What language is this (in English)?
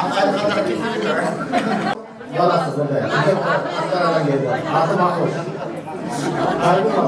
Kazakh